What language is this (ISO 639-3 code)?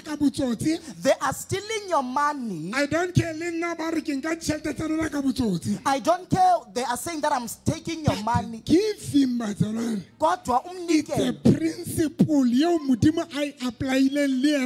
sot